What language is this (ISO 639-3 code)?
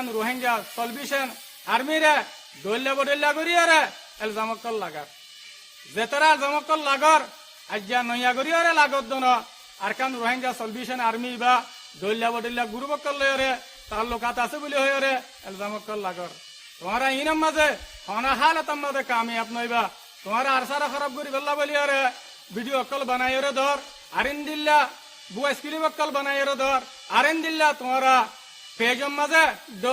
rhg